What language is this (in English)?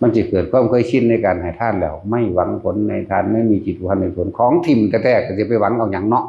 Northeastern Thai